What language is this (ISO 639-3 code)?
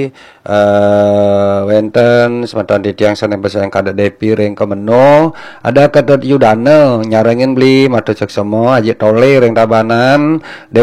ban